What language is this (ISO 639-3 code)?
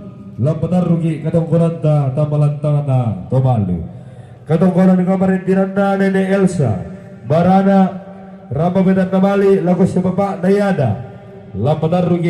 sda